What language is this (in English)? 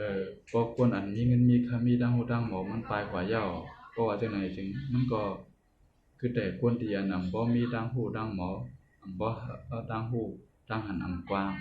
Shan